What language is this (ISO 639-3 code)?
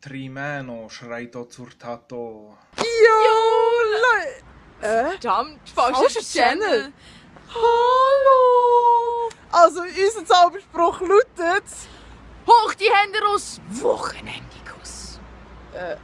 gsw